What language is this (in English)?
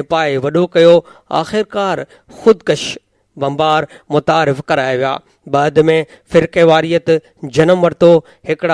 Sindhi